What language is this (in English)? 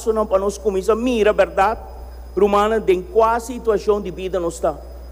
Papiamento